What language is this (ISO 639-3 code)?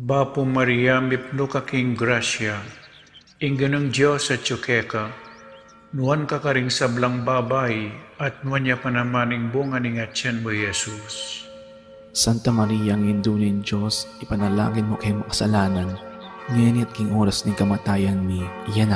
pam